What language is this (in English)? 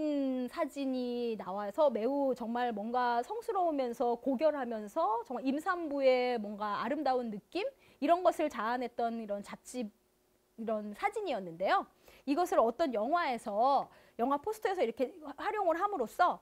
Korean